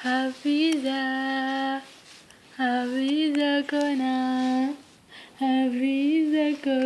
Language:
Minangkabau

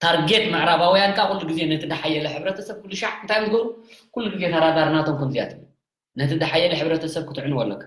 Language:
Tigrinya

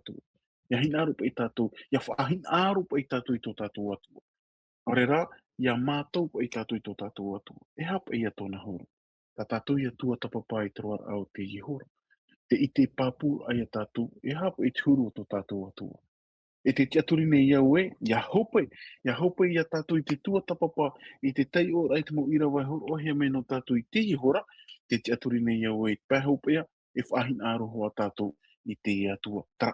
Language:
Tahitian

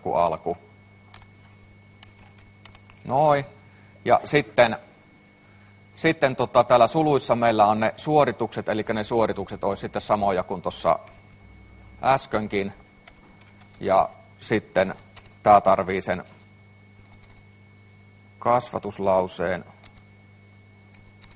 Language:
Finnish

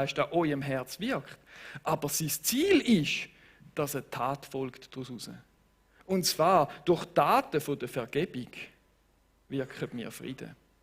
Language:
Swiss German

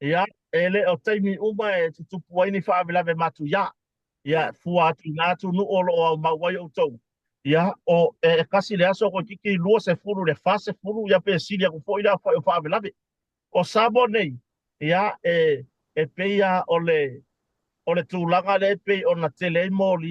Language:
Samoan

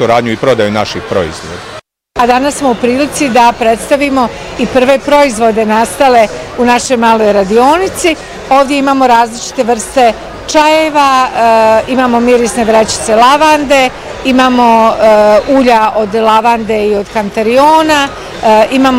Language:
Bosnian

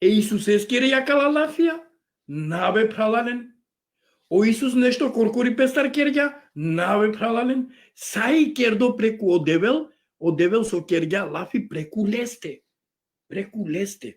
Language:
Balkan Romani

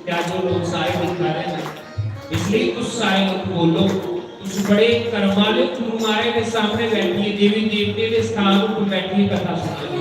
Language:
Dogri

